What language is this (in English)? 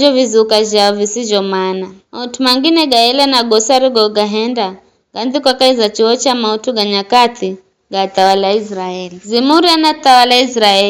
Giryama